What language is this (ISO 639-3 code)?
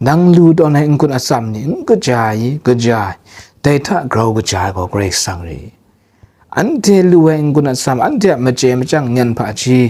kac